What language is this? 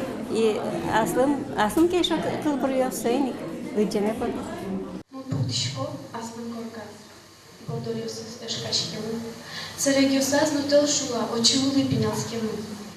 Udmurt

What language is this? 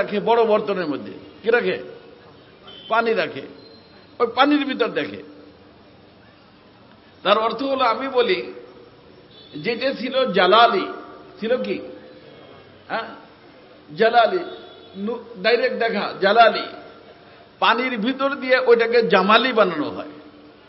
Bangla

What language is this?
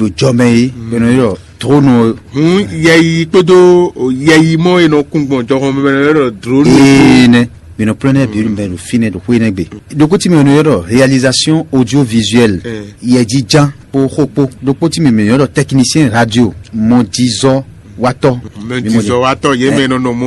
Fon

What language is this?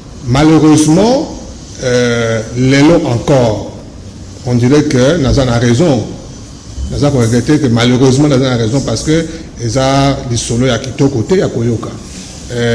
Lingala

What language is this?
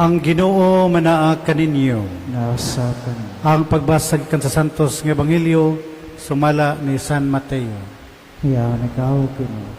Cebuano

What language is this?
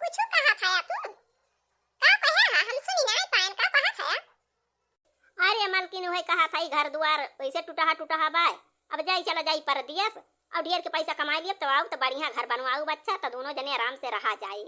Awadhi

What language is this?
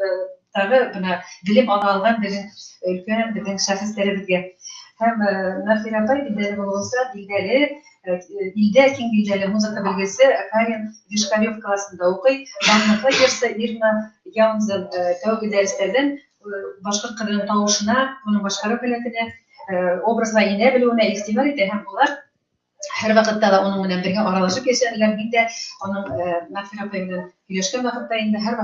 Bashkir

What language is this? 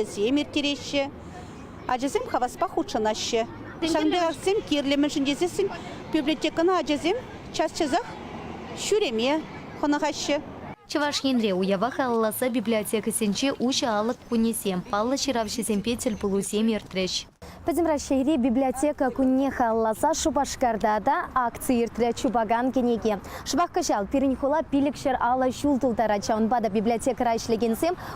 Chuvash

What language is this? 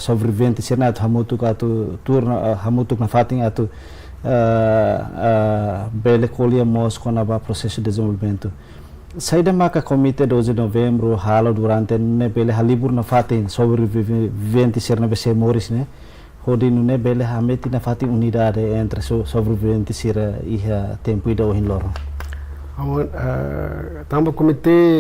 Tetum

